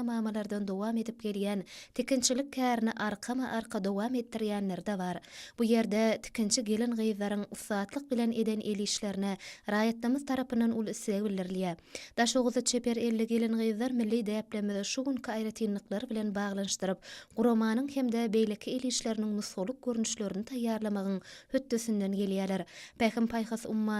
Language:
Turkmen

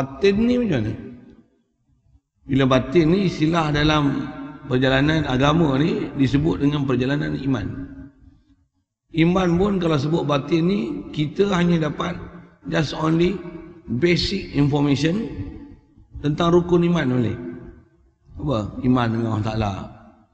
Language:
Malay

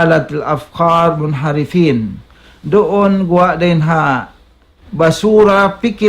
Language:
Tausug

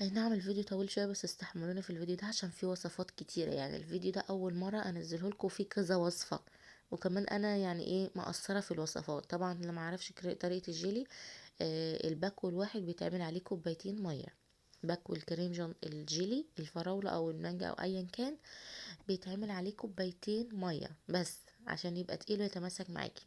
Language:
Egyptian Arabic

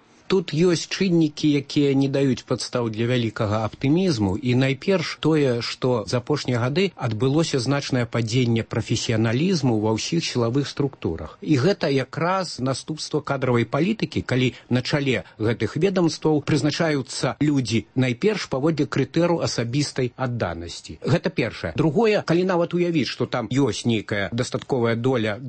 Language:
Belarusian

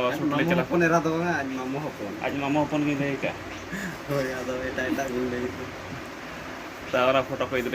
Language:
Santali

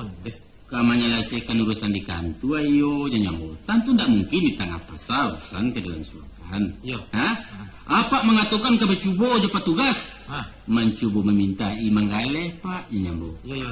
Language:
Minangkabau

